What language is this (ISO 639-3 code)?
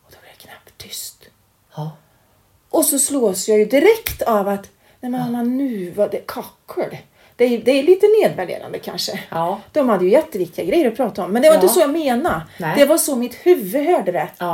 swe